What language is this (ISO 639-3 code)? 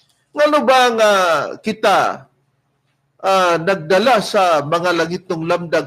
ceb